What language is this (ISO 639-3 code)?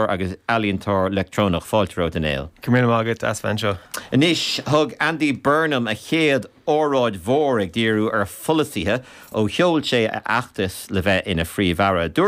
gle